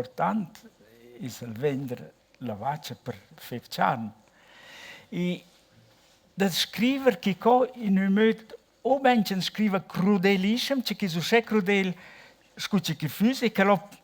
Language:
Romansh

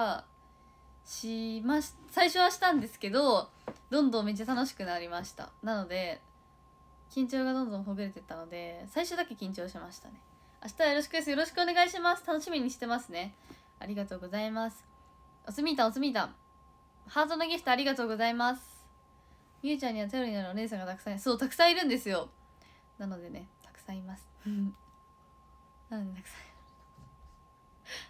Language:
Japanese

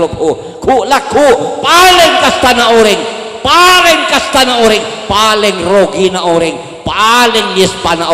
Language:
Madurese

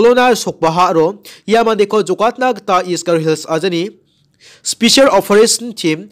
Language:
Garo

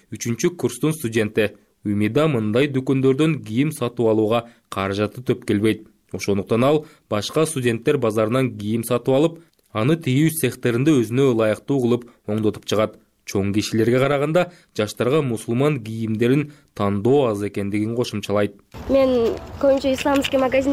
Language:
Kyrgyz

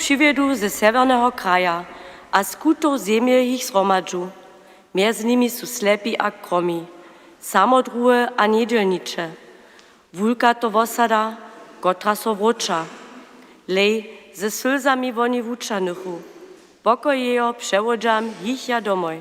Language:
Upper Sorbian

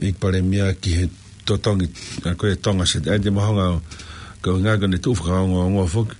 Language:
Tongan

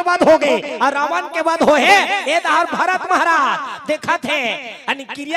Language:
Chhattisgarhi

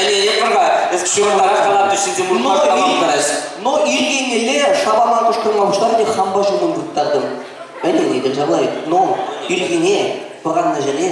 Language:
Chuvash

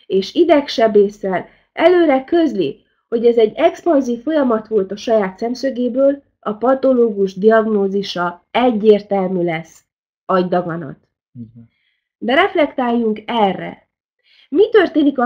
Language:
Hungarian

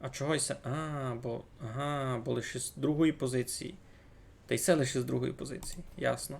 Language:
Rusyn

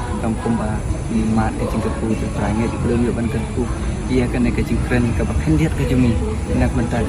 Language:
Khasi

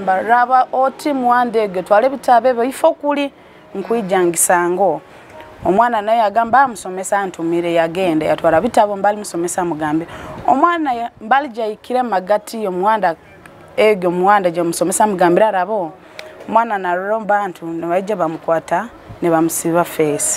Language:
Nyoro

